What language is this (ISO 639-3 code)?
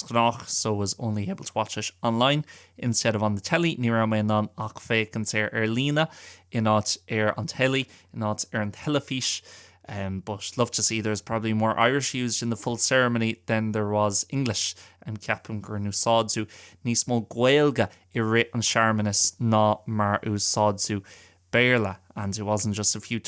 gle